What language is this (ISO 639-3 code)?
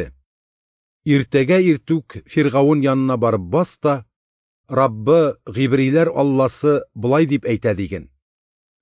tat